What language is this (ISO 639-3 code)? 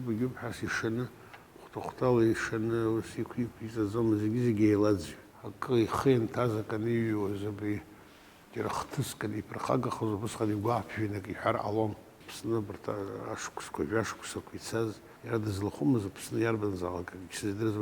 abk